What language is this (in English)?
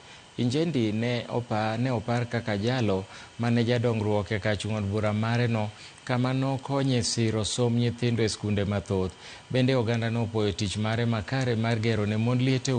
Luo (Kenya and Tanzania)